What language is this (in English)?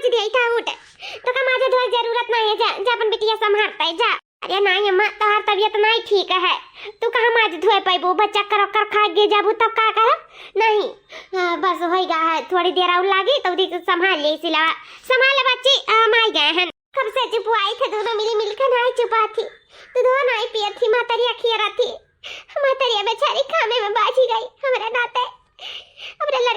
Awadhi